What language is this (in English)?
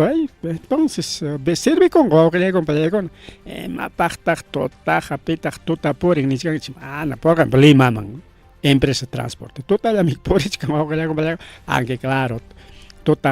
Ayacucho Quechua